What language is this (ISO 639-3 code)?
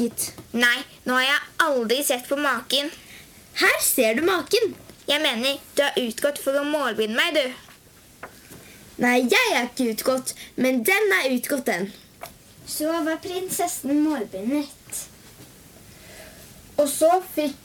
nor